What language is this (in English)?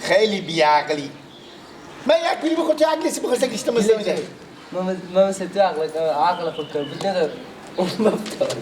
Persian